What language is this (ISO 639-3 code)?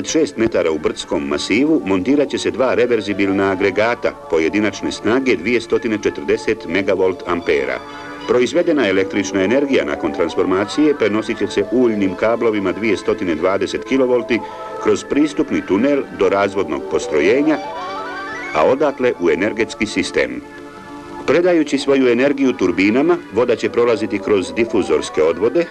bos